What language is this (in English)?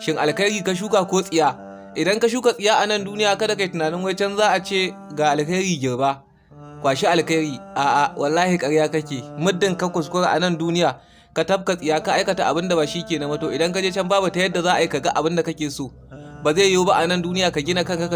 Hausa